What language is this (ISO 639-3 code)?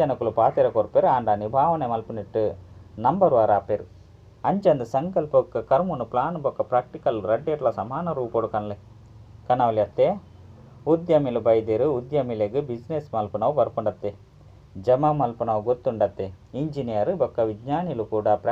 tcy